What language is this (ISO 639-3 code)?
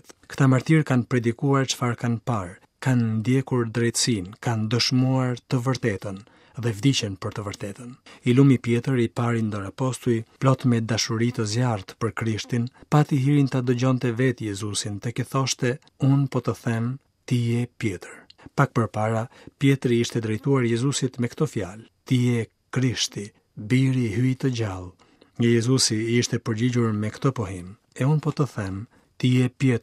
sqi